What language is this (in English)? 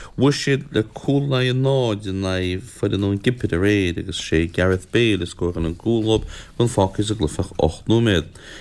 Irish